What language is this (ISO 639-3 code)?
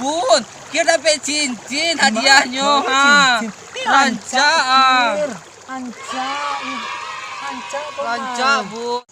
min